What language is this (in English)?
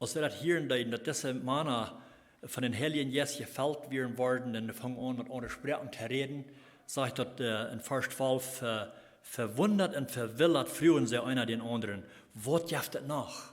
Plautdietsch